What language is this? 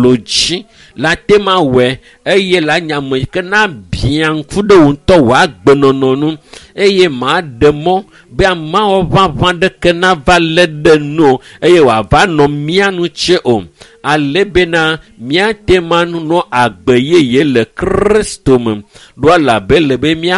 Ewe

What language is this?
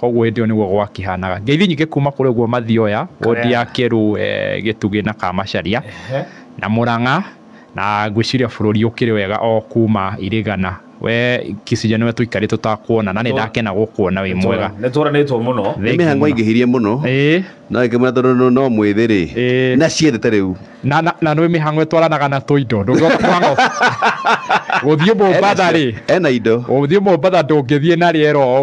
Kikuyu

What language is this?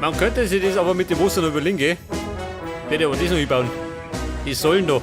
Bavarian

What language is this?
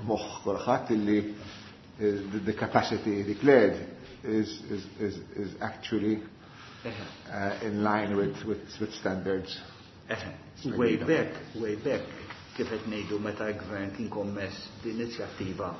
Maltese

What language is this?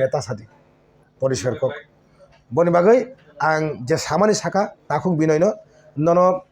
Kok Borok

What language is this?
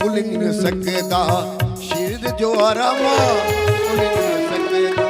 Dogri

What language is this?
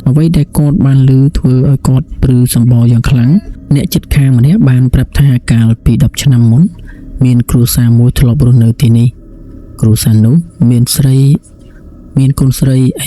Khmer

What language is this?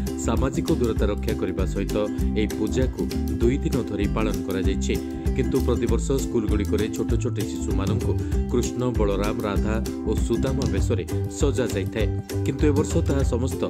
Odia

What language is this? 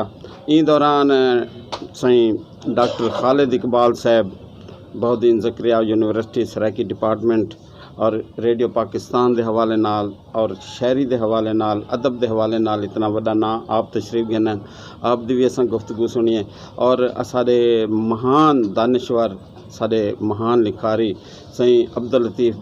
Saraiki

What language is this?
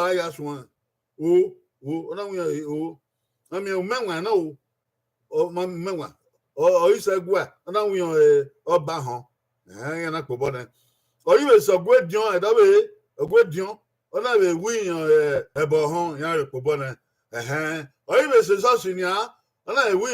Bini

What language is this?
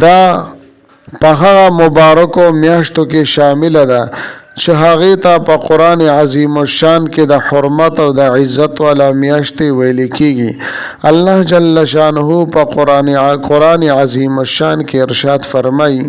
Pashto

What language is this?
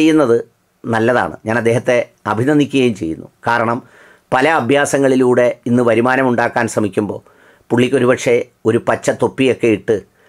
Malayalam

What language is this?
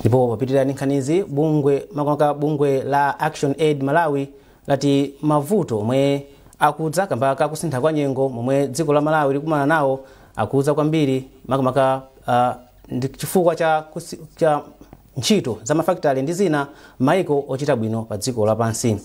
Nyanja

